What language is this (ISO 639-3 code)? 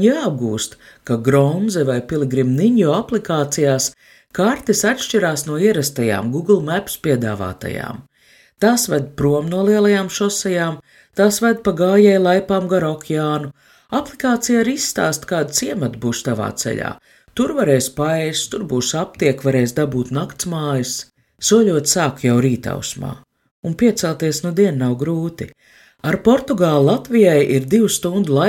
lav